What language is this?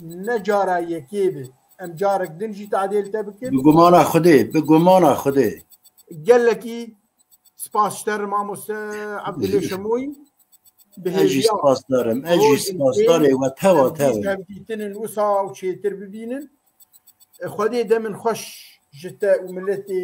Kurdish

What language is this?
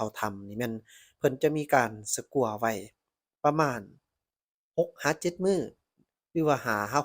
Lao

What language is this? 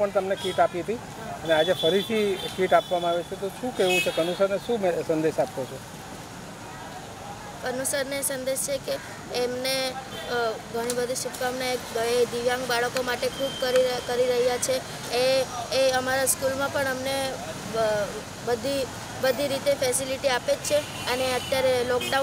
Gujarati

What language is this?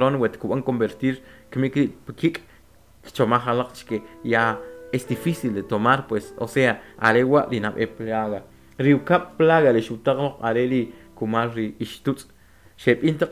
Kʼicheʼ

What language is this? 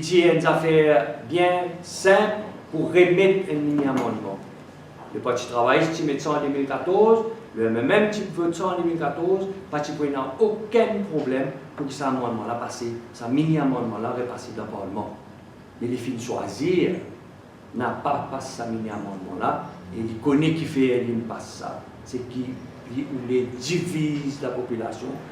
Morisyen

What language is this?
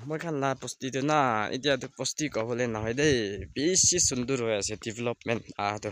Naga Pidgin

